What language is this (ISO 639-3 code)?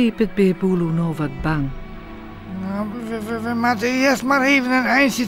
fry